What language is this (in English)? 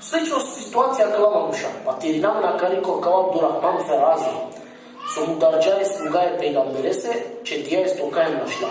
Balkan Romani